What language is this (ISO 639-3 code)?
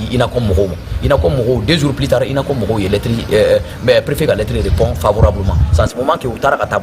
bam